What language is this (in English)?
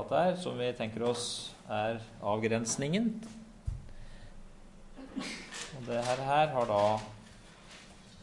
Norwegian